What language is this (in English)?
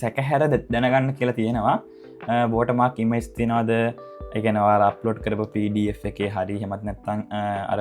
Sinhala